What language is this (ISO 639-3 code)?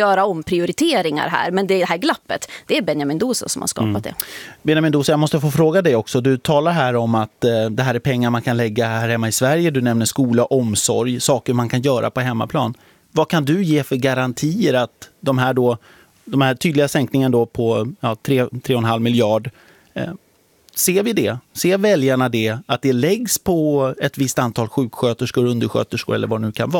swe